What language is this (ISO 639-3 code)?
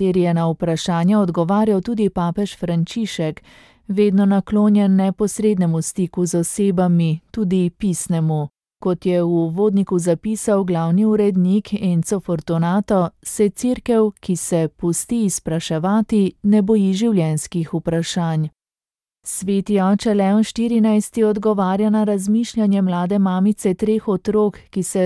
slv